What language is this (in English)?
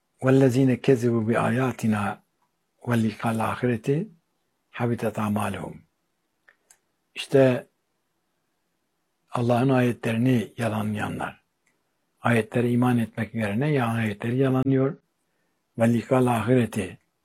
Turkish